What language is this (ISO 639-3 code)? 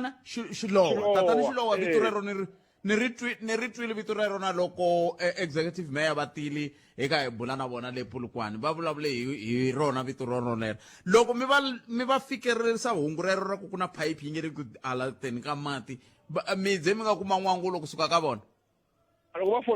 tso